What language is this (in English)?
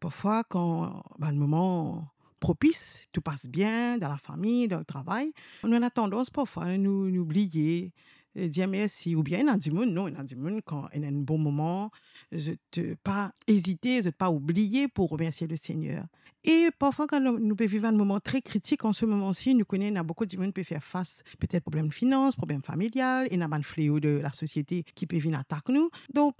Morisyen